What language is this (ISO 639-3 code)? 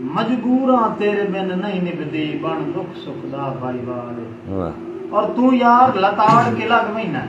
skr